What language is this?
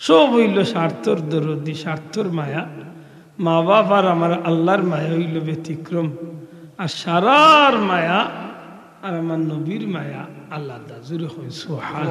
Sylheti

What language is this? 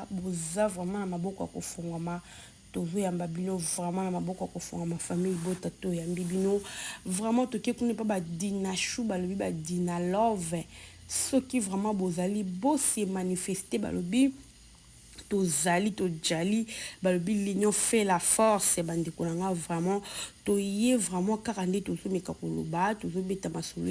Lingala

